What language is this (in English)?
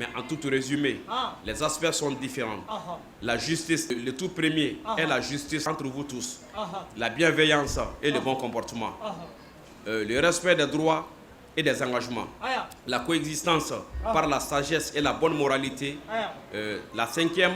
Bambara